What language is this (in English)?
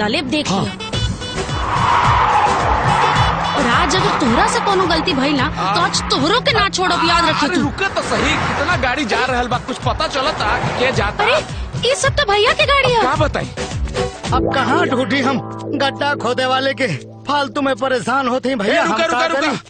Bhojpuri